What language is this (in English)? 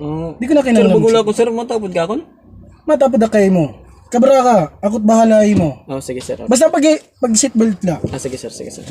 Waray